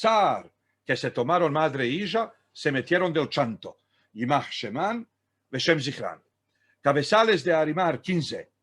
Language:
Ladino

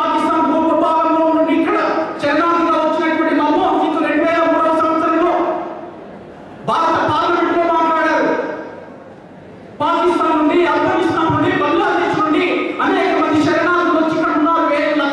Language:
Telugu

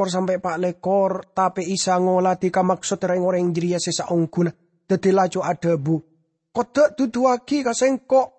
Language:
Madurese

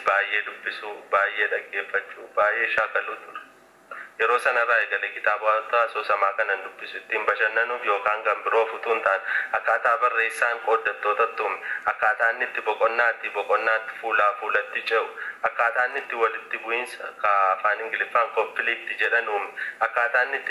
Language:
Oromo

